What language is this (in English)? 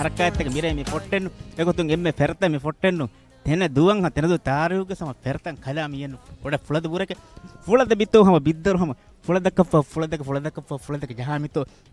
Divehi